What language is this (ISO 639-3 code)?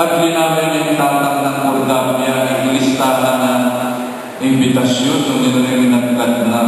pam